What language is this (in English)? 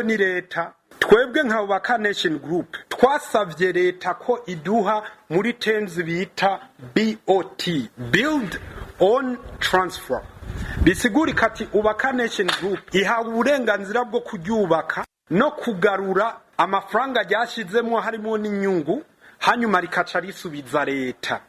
Rundi